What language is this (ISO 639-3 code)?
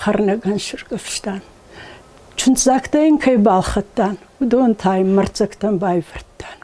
oss